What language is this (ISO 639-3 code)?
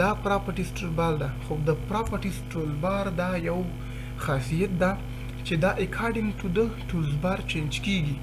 pus